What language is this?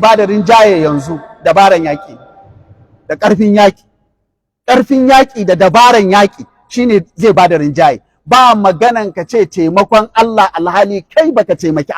Hausa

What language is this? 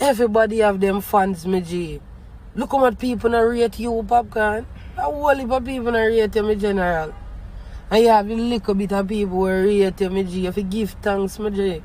Jamaican Creole English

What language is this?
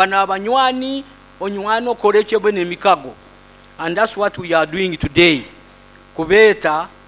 Nyoro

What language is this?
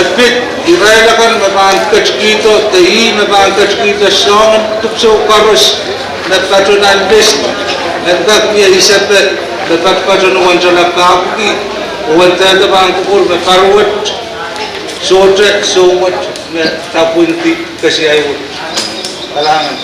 Pohnpeian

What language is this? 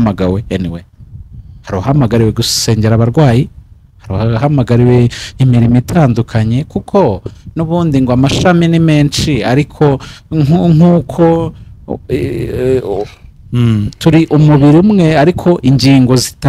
Kinyarwanda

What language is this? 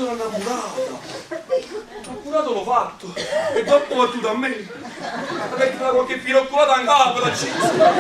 Neapolitan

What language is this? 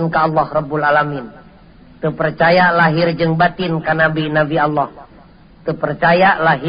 Sundanese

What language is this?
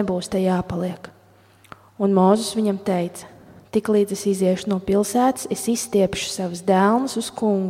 Latvian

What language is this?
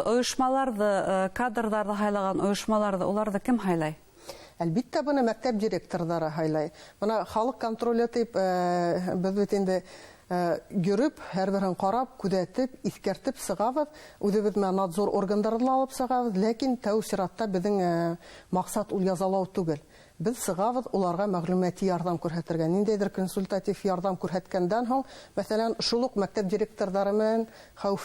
Bashkir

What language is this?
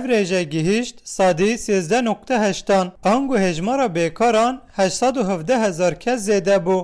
Kurdish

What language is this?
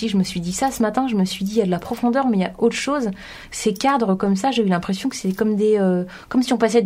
French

